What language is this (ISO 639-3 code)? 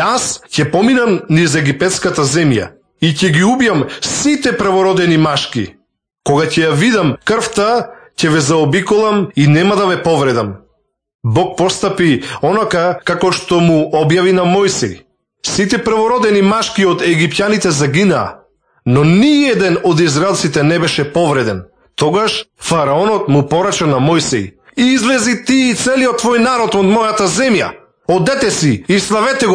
mkd